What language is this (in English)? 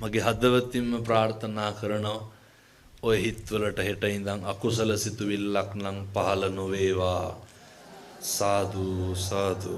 Sinhala